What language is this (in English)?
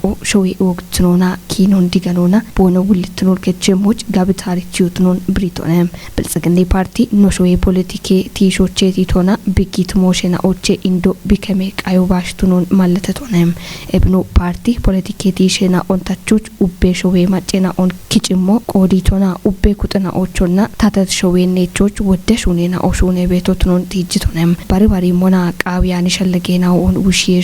Kafa